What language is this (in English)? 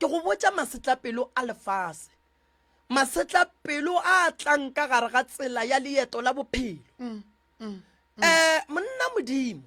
Northern Sotho